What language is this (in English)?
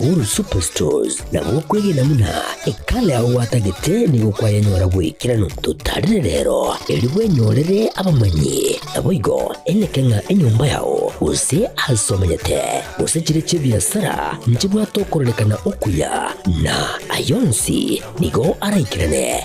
Gusii